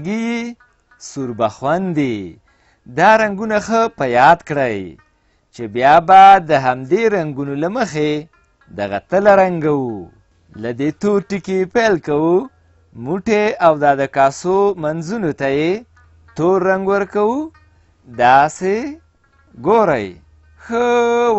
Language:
Pashto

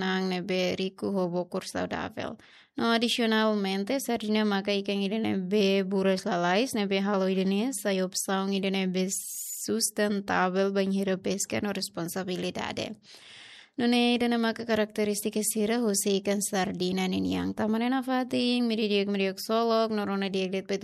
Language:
Tetum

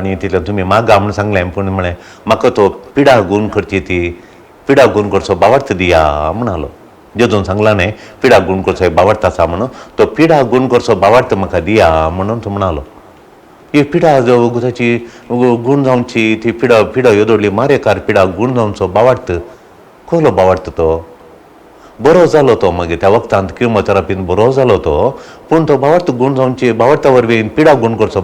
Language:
Konkani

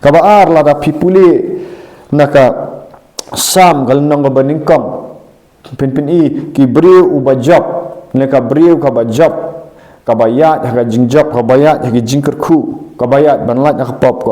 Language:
Khasi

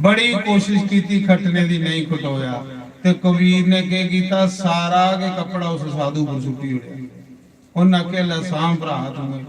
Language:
Dogri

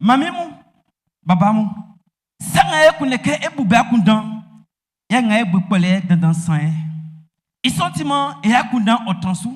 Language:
Baoulé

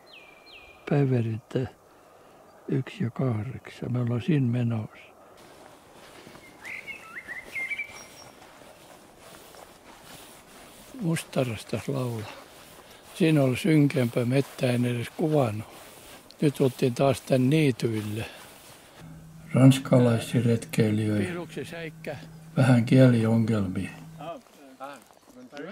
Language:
Finnish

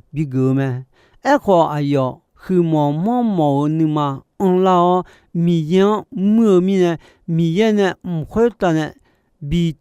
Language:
Akha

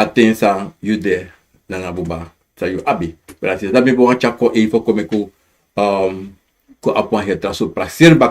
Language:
Sranan Tongo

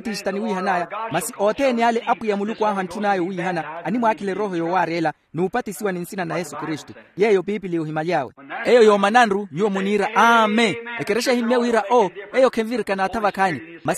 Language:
Makhuwa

